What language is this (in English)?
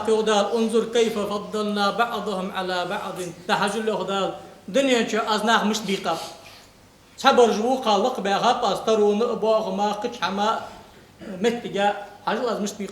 Ingush